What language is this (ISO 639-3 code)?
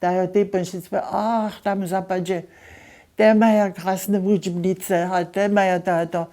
hsb